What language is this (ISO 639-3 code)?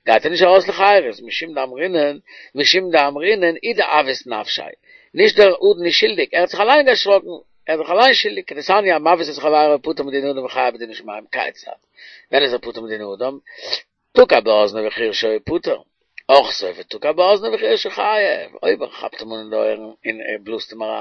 yid